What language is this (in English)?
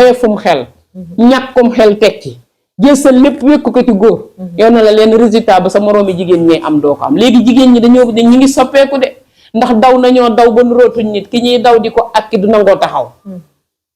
Wolof